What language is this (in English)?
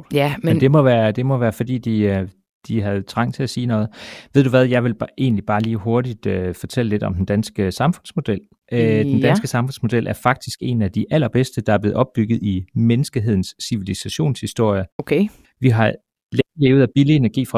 Danish